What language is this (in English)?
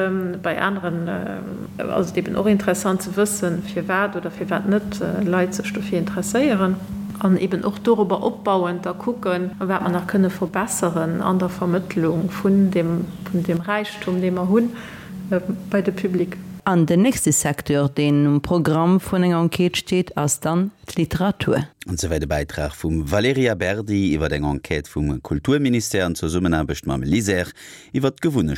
Luxembourgish